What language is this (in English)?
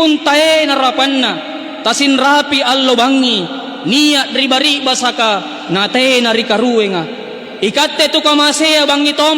Makasar